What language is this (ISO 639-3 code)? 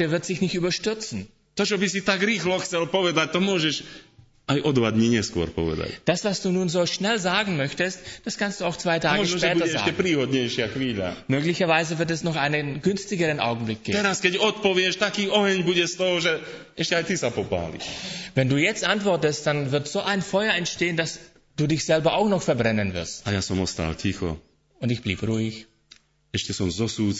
slk